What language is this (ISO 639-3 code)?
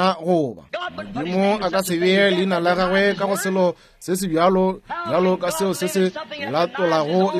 nso